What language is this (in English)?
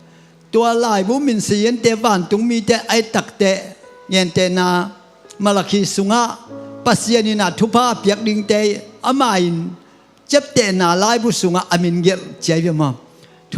Tedim Chin